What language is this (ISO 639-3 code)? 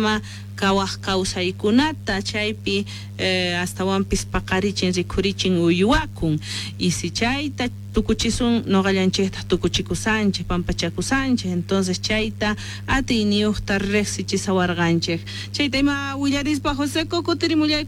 quh